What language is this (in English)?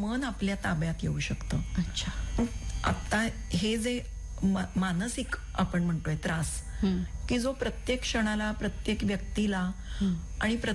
Marathi